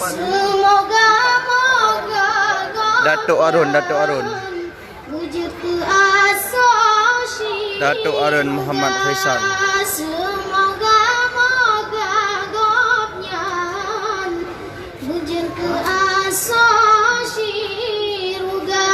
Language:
Achinese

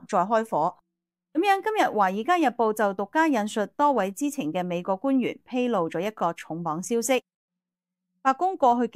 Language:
Cantonese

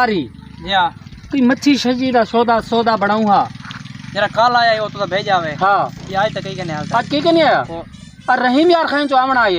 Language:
Saraiki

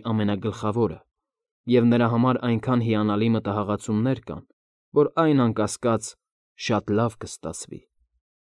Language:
Armenian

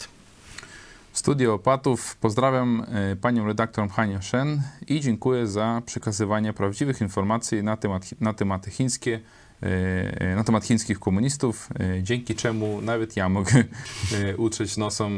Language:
Polish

